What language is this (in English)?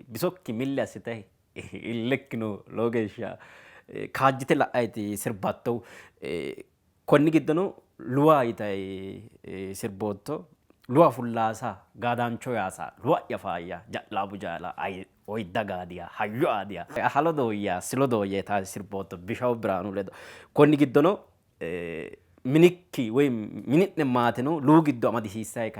Sidamo